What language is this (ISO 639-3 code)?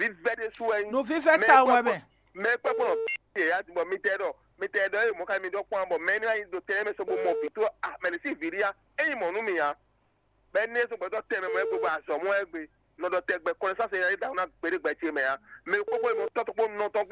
fon